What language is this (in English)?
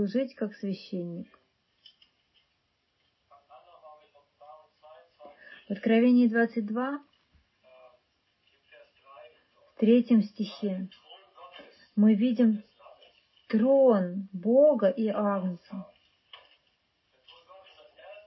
Russian